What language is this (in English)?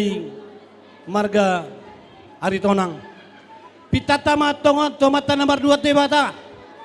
Batak Toba